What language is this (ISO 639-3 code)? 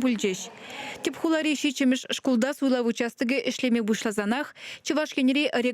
chv